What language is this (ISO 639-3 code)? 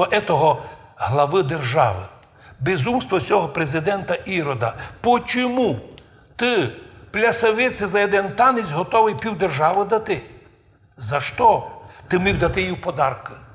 rue